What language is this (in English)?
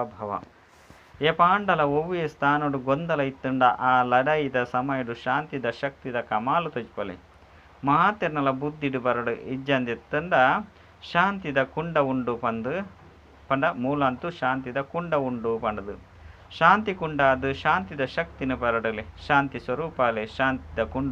Tulu